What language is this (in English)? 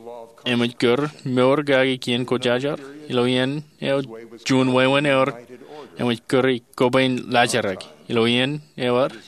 Marshallese